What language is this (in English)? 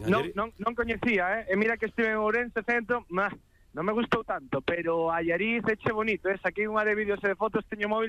Galician